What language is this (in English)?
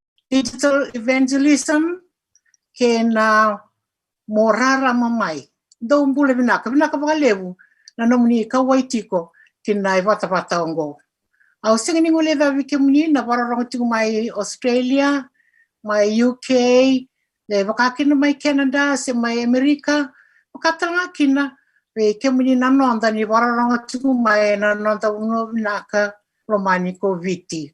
Fijian